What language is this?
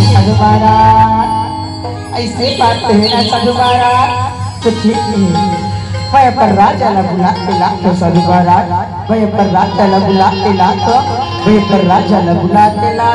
Chhattisgarhi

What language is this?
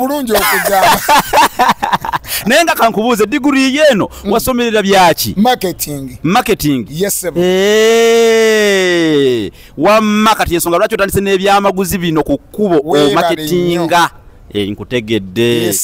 Ganda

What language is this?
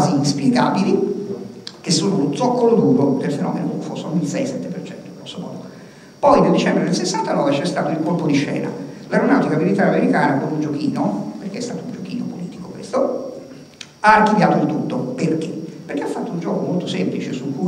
Italian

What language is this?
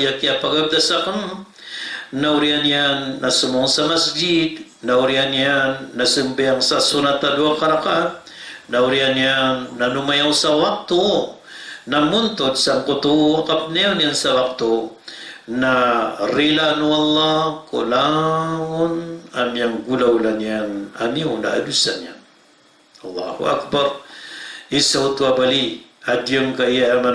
Maranao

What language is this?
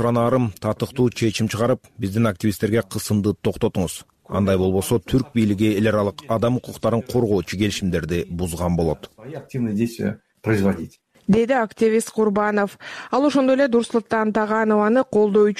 Kyrgyz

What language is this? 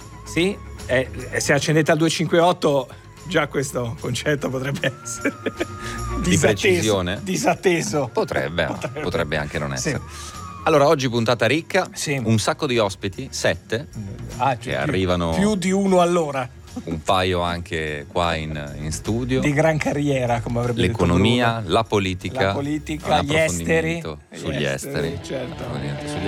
Italian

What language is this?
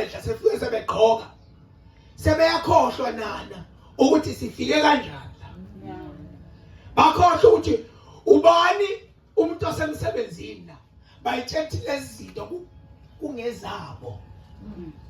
Zulu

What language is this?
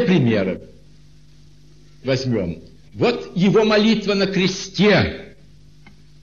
Russian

